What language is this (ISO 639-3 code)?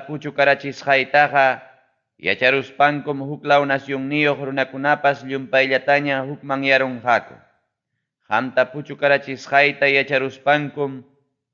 quy